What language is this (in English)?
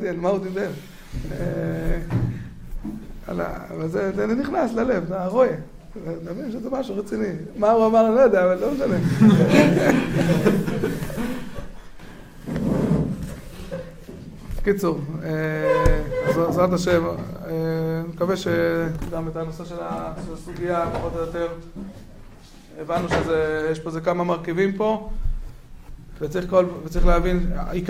Hebrew